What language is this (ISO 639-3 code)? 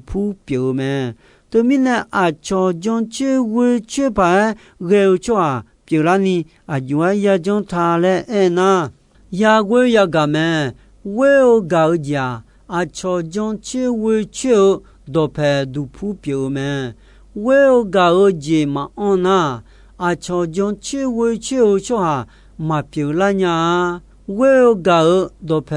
ahk